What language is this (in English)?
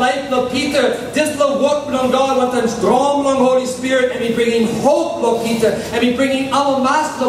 Tok Pisin